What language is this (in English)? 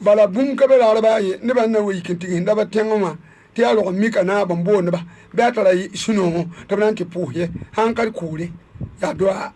Mossi